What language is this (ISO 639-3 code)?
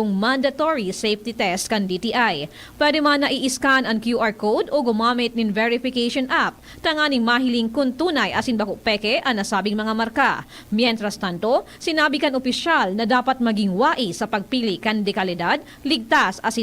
bik